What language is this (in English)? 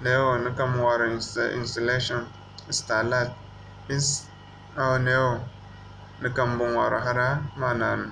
Zarma